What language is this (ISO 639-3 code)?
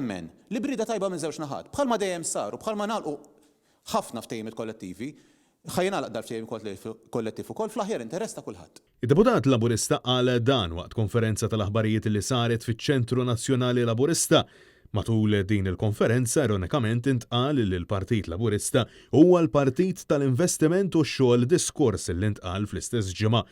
mlt